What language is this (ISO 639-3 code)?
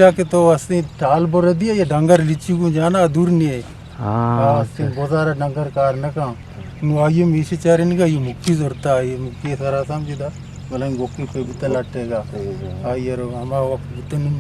bgp